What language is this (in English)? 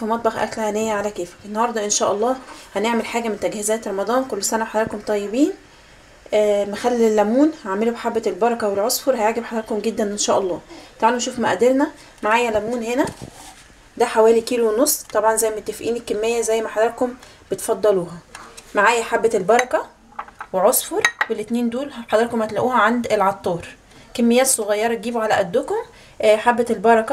Egyptian Arabic